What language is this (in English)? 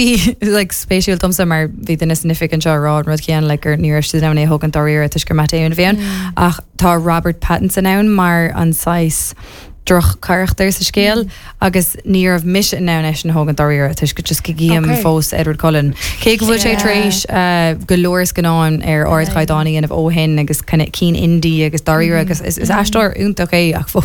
Irish